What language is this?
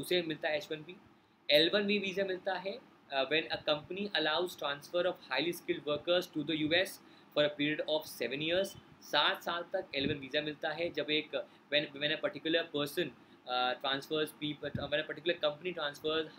Hindi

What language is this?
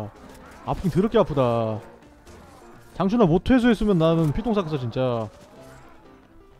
Korean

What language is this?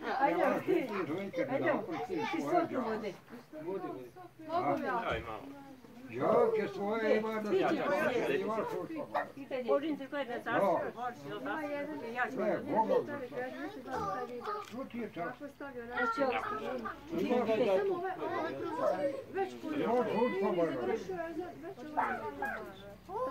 Bosnian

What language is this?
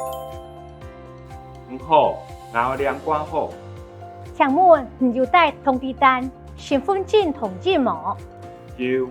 Hakka Chinese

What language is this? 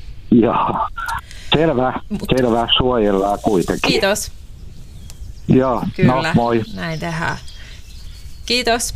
Finnish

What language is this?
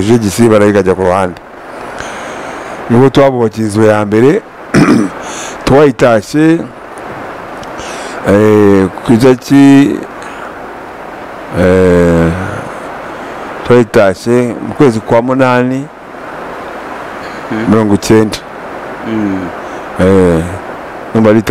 Kinyarwanda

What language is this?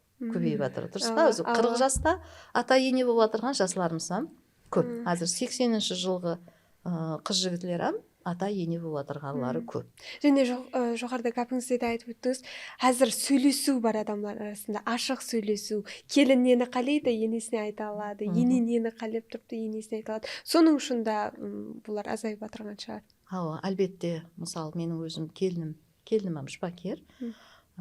Kara-Kalpak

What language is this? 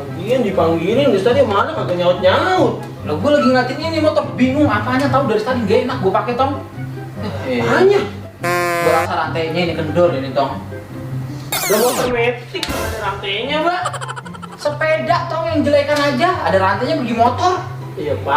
Betawi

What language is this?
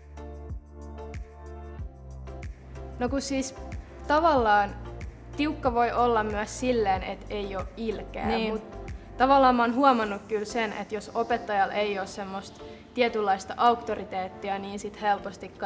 Finnish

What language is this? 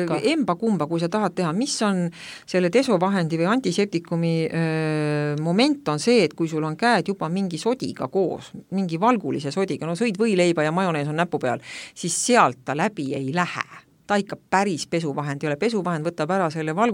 Estonian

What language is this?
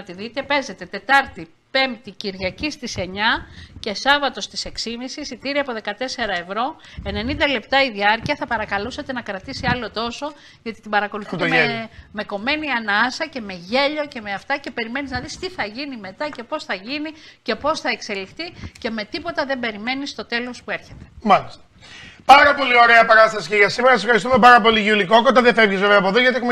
Greek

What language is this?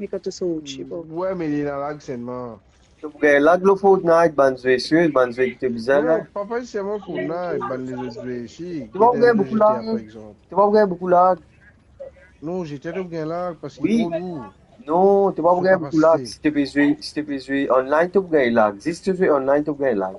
Morisyen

